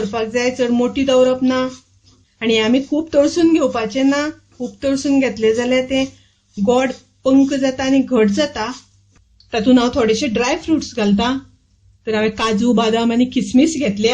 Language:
Konkani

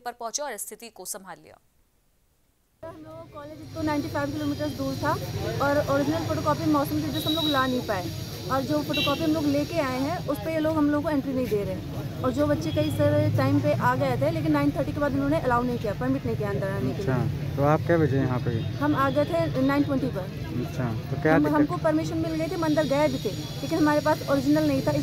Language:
Hindi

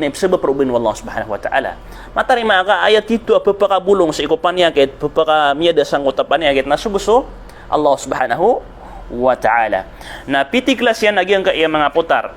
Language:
Maranao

